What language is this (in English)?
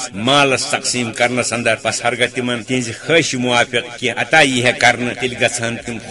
Kashmiri